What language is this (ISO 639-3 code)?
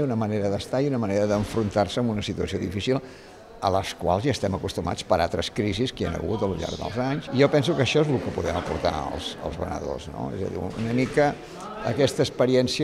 cat